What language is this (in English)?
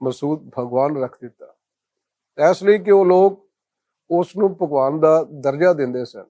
Western Panjabi